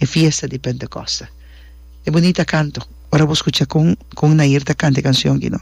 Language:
Papiamento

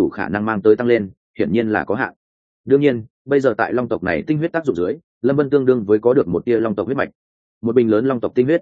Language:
Vietnamese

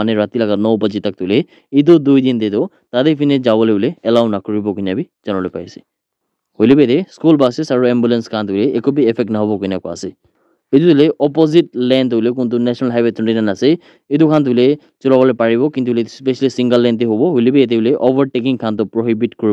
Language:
Naga Pidgin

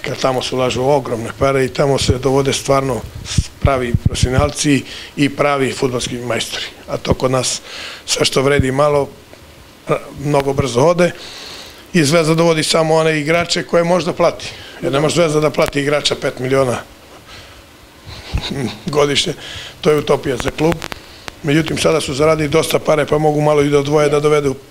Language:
Serbian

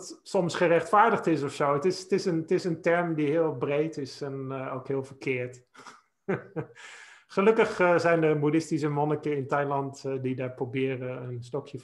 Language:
Dutch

